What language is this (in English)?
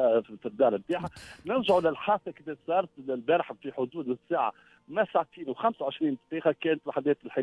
Tunisian Arabic